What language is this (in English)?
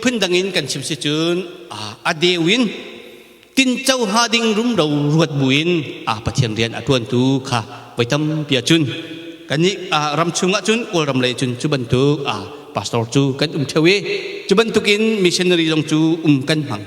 Hakha Chin